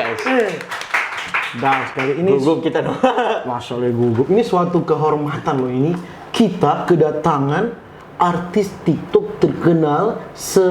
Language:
Manado Malay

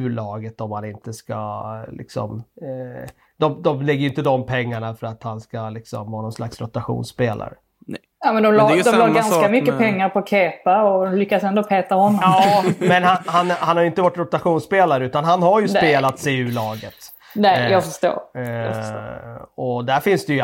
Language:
Swedish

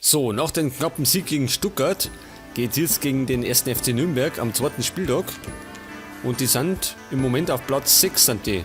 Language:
Bavarian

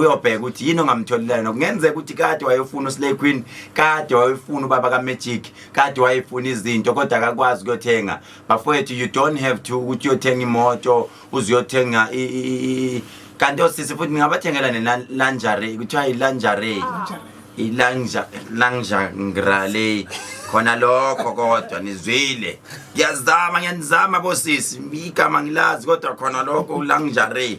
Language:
Zulu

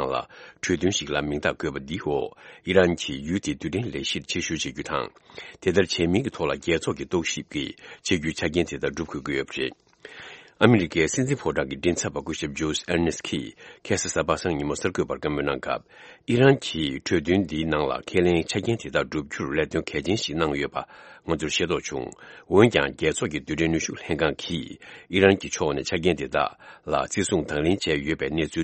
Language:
Tibetan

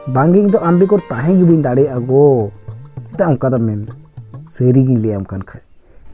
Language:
Santali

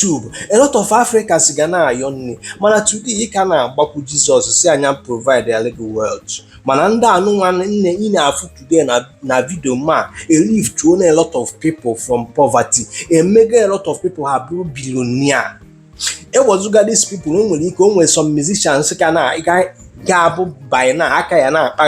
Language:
Igbo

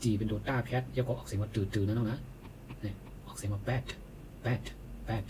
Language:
Shan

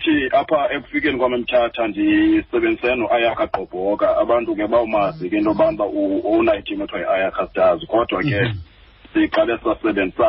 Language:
Xhosa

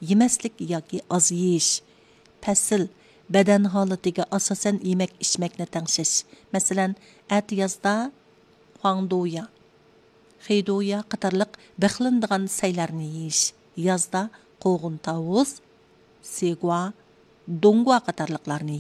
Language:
Uyghur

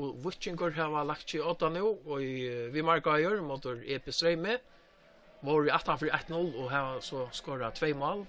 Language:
Faroese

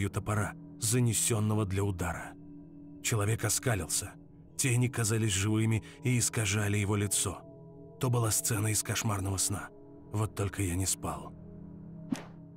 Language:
Russian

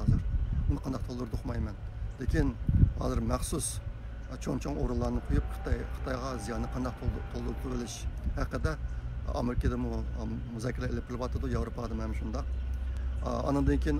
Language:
Uyghur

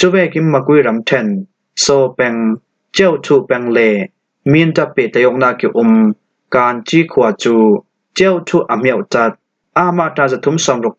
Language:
Falam Chin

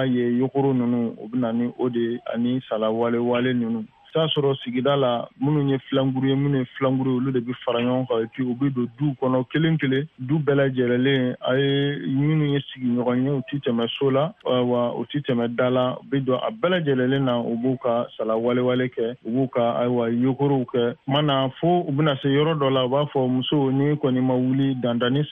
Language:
Bambara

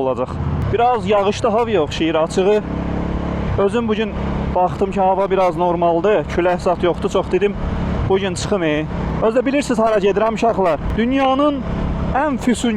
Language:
Azerbaijani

